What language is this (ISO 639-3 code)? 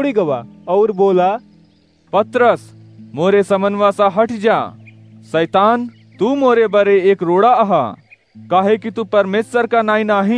awa